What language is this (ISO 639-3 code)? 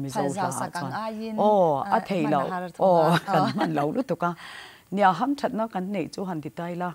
lus